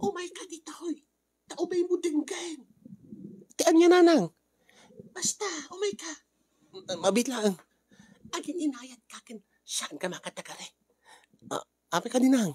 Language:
Iloko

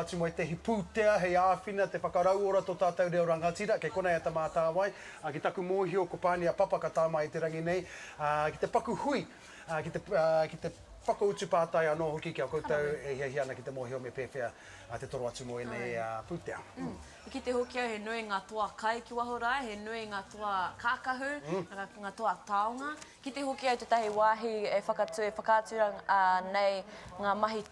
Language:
Māori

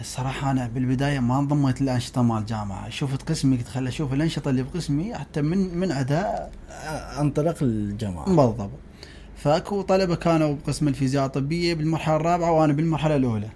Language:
Mesopotamian Arabic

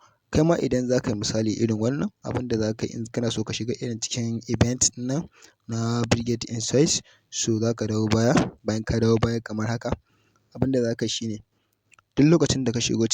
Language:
Hausa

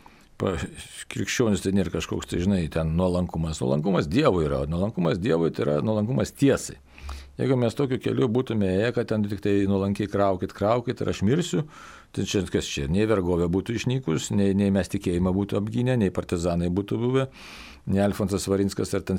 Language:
Lithuanian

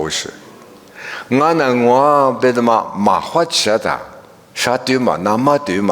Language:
Lisu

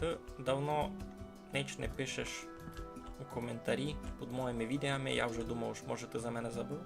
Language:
Rusyn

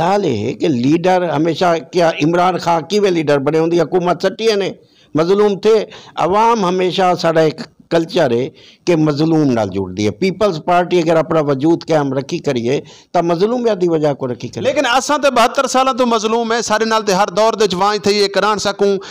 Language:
Saraiki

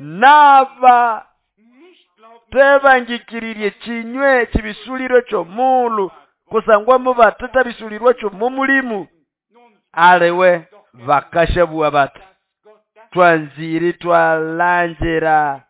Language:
Nande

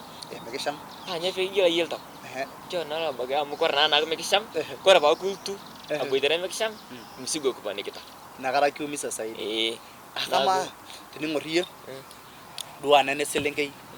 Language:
Masai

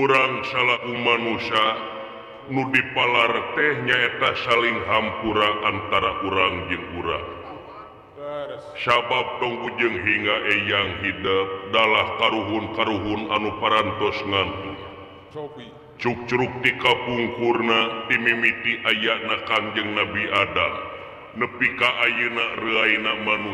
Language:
Sundanese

